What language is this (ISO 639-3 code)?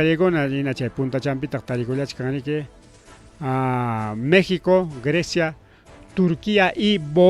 quy